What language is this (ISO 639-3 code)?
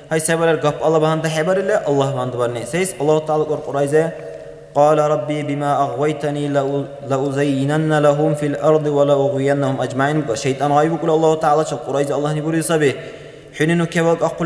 dar